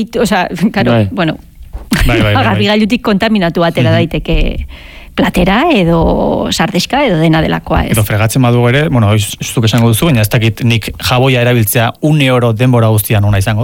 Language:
Basque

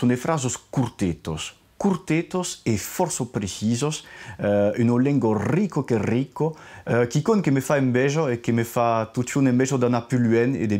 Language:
Occitan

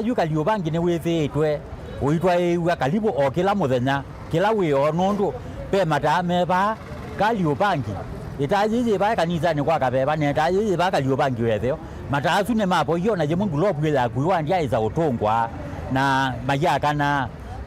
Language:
Kamba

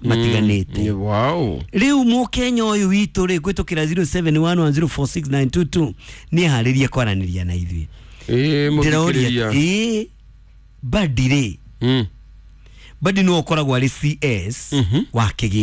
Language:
Kikuyu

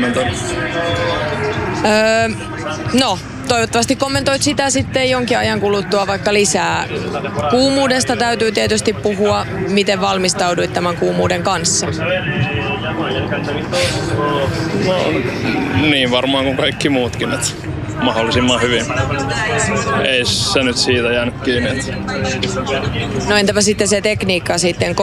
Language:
Finnish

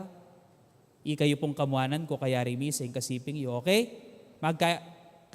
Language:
Pampanga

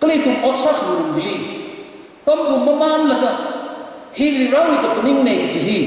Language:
Tangkhul Naga (India)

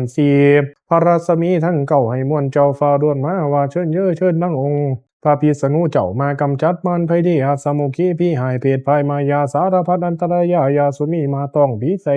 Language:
Pali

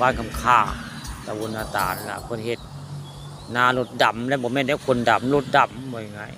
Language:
Northeastern Thai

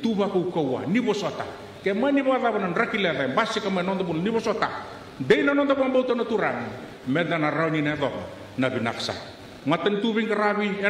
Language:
Fijian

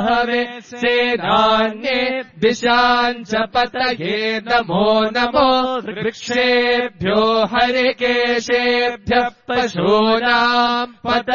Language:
Sanskrit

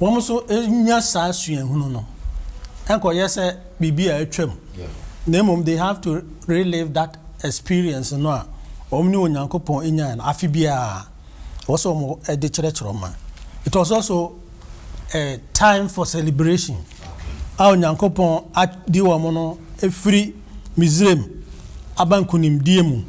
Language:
Akan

